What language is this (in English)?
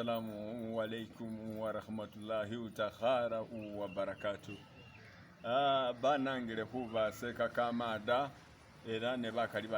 Masaaba